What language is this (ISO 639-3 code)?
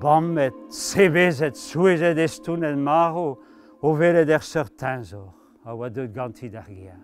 bre